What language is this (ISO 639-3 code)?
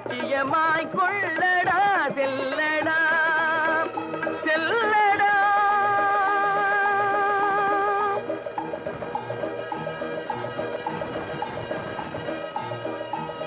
tam